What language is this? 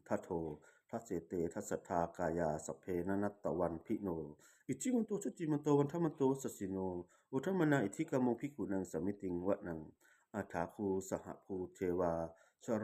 Pali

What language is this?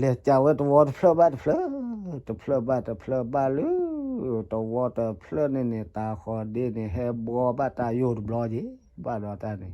S'gaw Karen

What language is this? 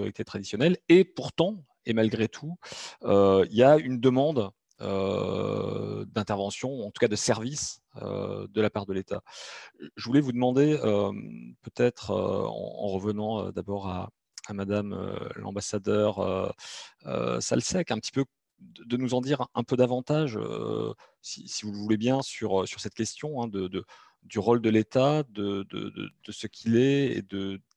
French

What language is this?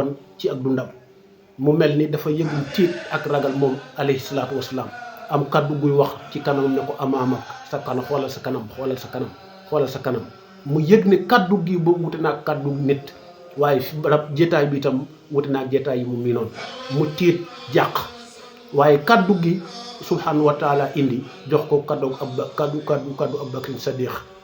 Wolof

